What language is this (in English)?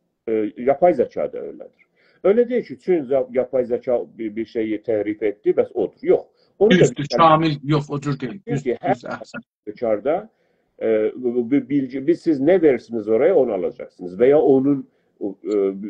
South Azerbaijani